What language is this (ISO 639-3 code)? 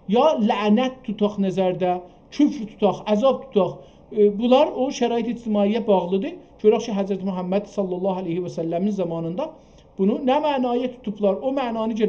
azb